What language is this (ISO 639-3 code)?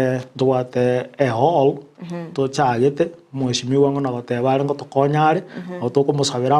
guz